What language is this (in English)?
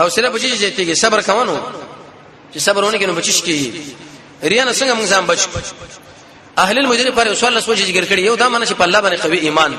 Pashto